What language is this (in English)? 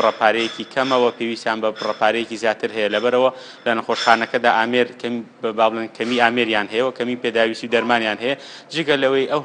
Central Kurdish